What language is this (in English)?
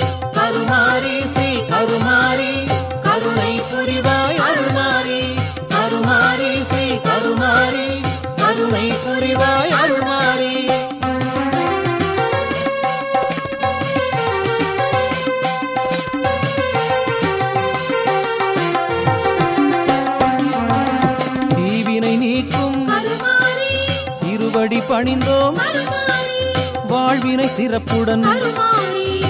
Tamil